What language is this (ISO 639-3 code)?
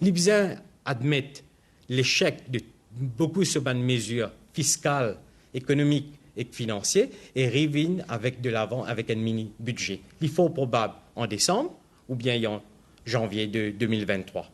mfe